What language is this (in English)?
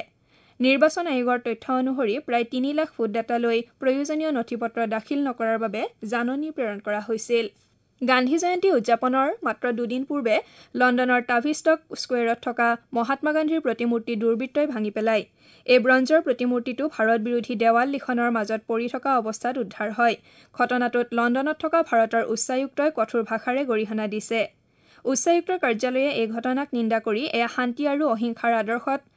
Assamese